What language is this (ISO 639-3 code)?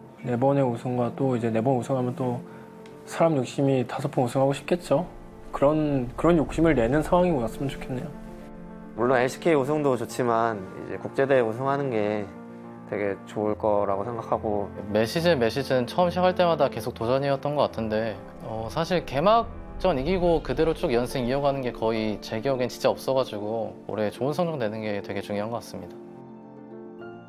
kor